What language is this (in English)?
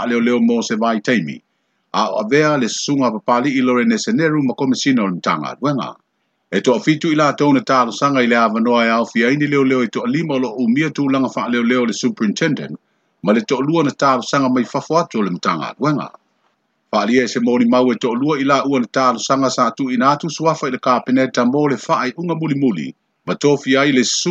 Samoan